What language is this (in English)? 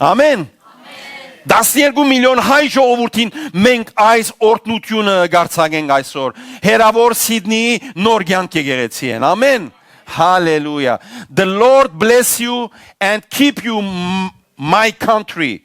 Western Armenian